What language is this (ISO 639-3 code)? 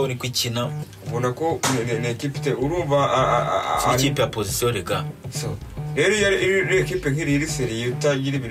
kin